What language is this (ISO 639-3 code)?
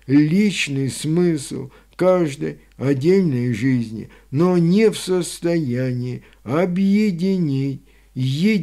rus